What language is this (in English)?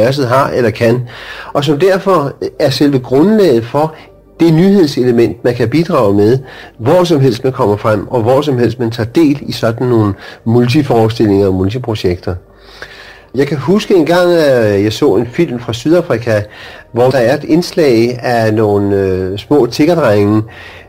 Danish